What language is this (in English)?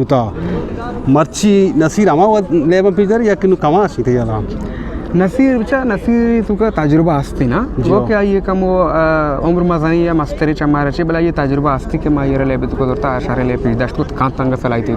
Eastern Balochi